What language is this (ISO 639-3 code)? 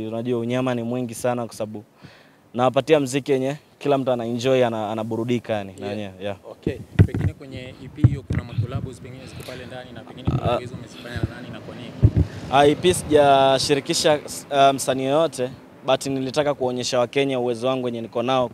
swa